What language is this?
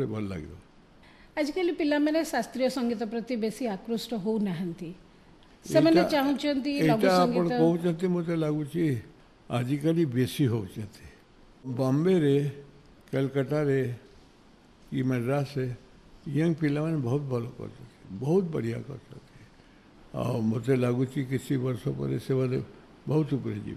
Odia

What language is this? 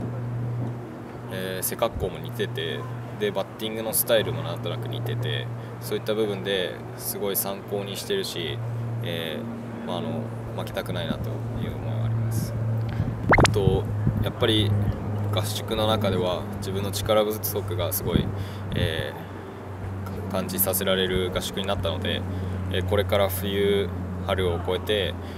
Japanese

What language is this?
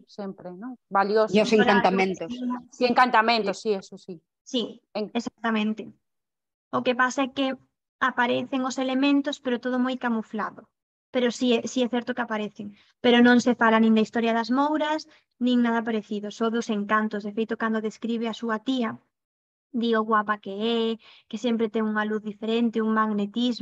Galician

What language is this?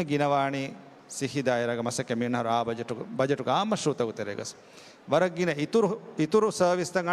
Divehi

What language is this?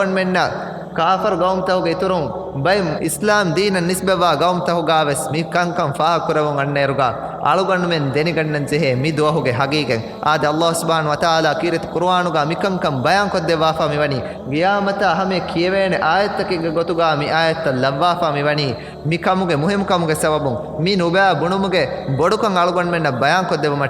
Divehi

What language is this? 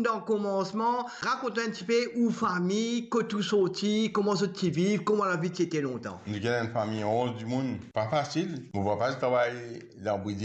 Morisyen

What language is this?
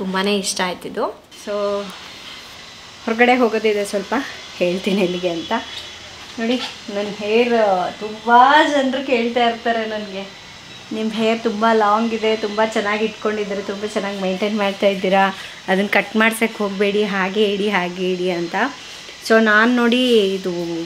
Kannada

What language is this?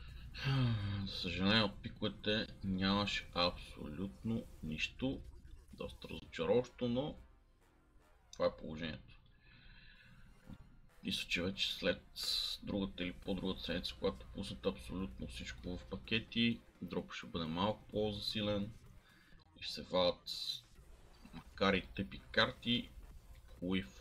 Bulgarian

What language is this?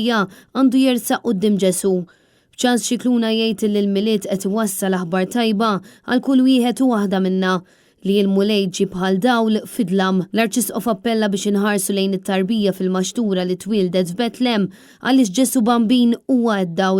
Maltese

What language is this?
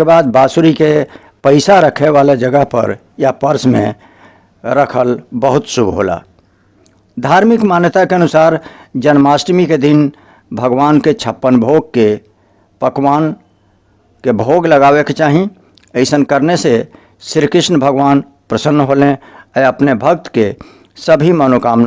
Bhojpuri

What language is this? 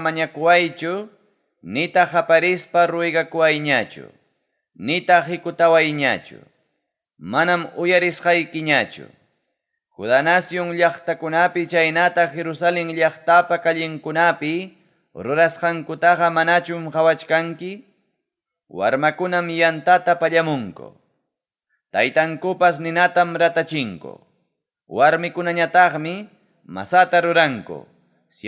Ayacucho Quechua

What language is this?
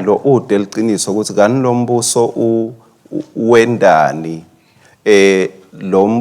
Swati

